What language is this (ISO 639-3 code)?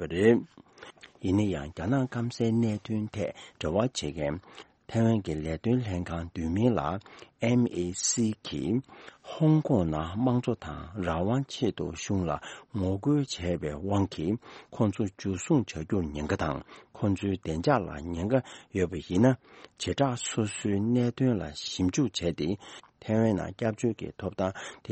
bod